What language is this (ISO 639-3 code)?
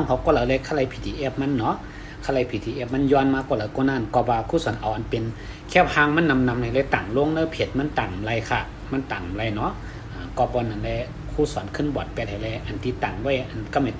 shn